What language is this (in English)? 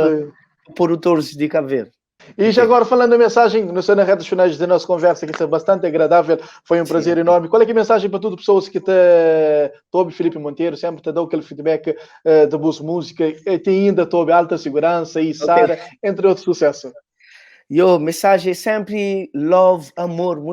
Kabuverdianu